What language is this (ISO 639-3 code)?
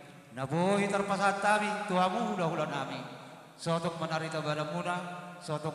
bbc